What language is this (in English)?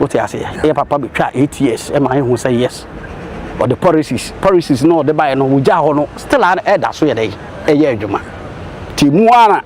Akan